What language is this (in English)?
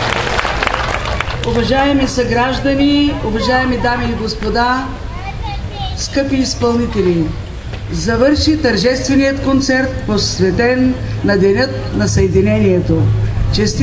Bulgarian